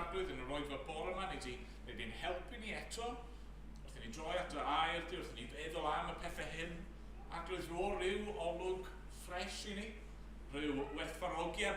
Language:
Welsh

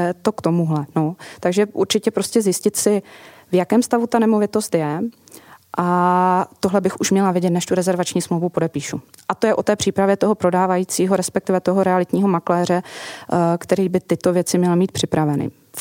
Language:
Czech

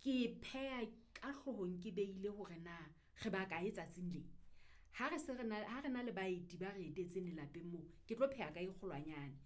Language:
Southern Sotho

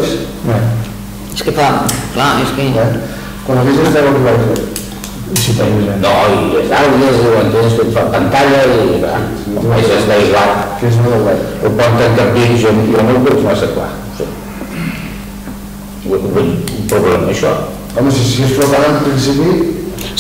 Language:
Catalan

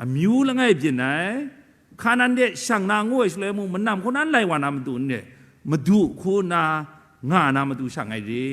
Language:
Kachin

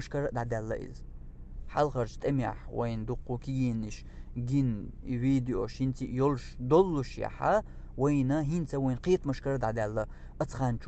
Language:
Chechen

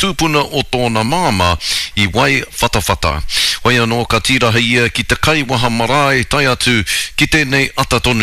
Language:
Māori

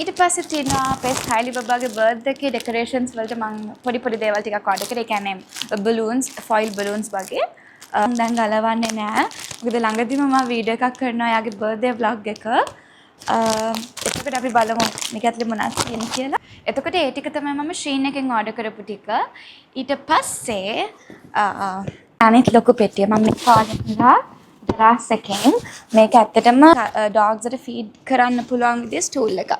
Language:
Sinhala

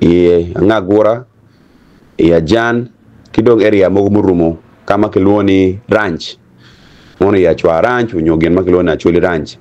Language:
Acoli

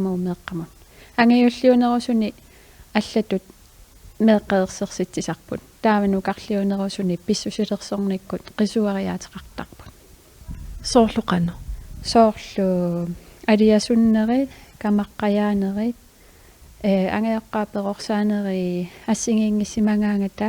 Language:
Kalaallisut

